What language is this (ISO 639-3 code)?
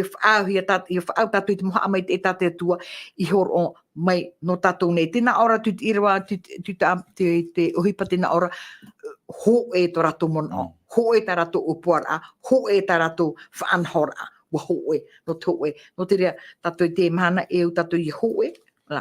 tah